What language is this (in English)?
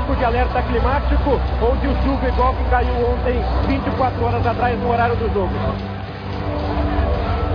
Portuguese